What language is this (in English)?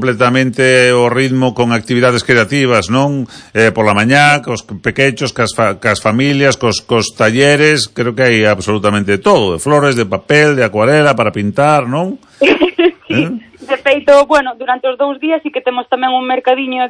Galician